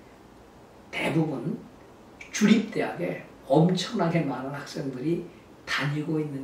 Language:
Korean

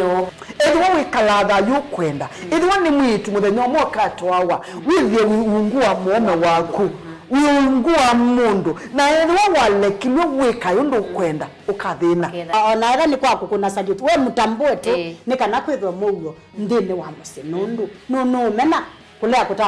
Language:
Kamba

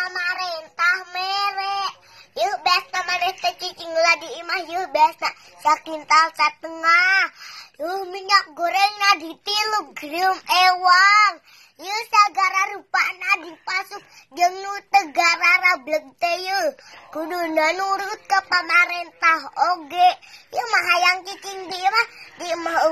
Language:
Sundanese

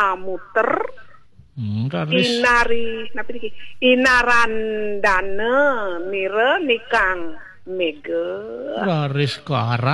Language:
Balinese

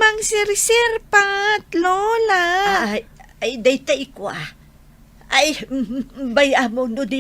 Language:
Iloko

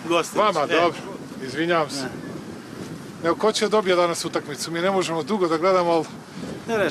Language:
Serbian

